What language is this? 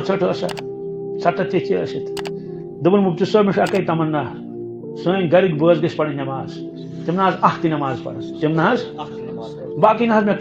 Kashmiri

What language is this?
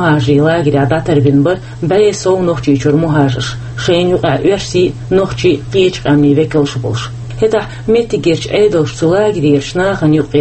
Chechen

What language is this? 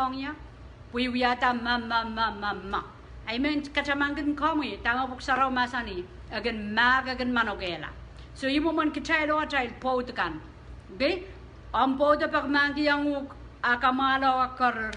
Pohnpeian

